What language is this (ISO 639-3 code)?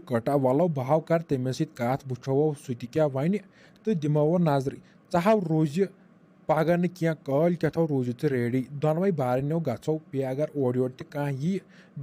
kas